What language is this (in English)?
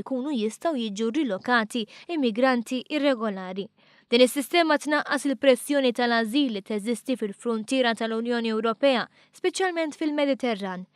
Maltese